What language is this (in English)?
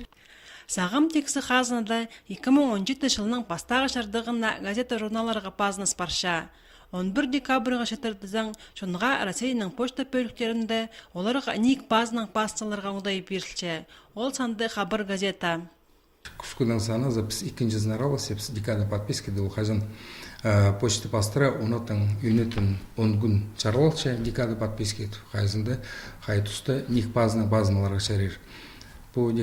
Khakas